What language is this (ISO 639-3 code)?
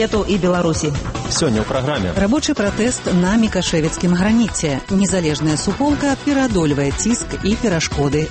bel